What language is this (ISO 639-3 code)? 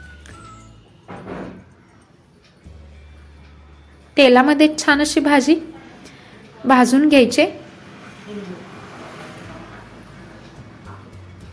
mar